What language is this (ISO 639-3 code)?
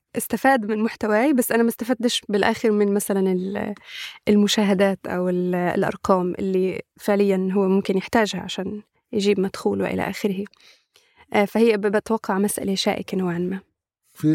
apc